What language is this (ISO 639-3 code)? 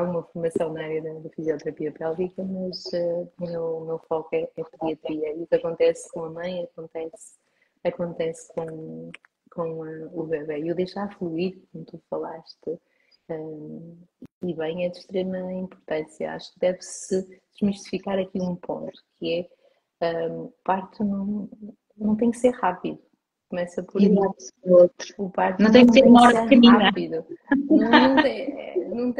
por